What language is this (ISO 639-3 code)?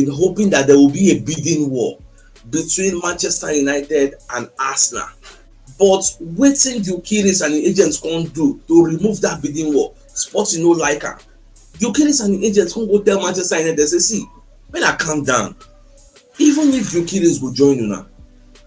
pcm